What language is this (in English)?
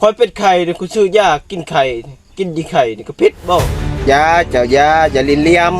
Lao